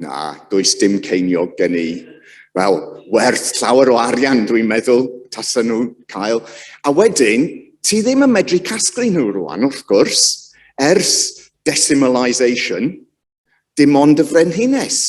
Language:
Welsh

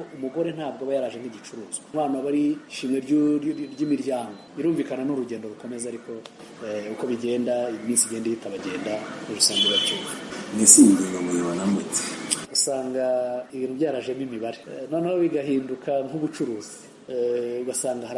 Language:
Kinyarwanda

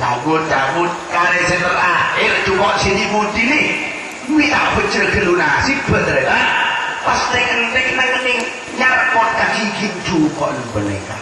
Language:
Madurese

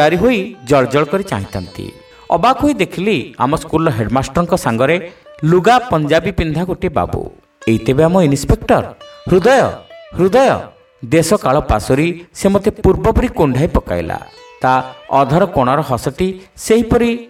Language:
Odia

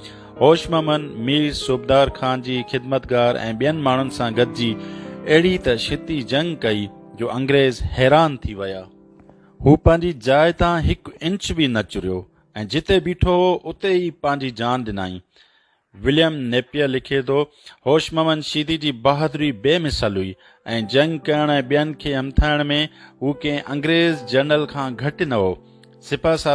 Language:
Sindhi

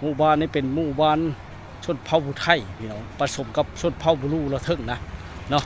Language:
Lao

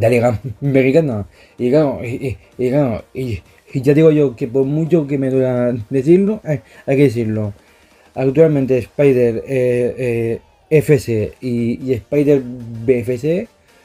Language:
Spanish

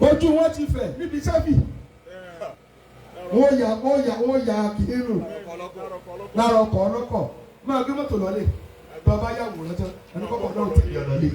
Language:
Yoruba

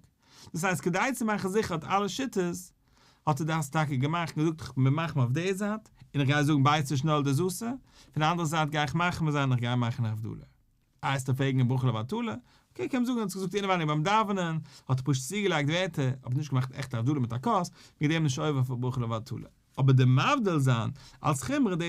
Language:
Yiddish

